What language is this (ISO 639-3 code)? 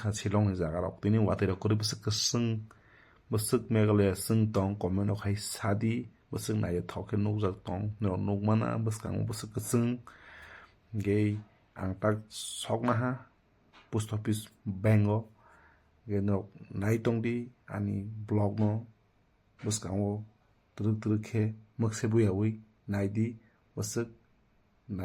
trp